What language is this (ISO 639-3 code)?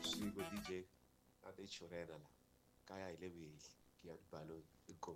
tso